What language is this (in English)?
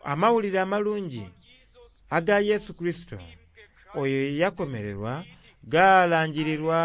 Soga